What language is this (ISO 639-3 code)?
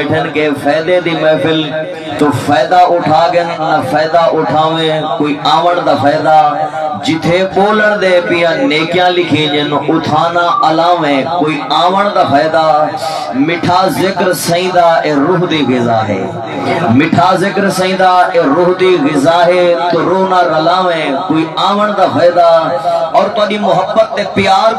skr